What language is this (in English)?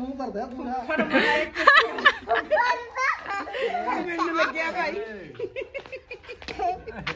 Punjabi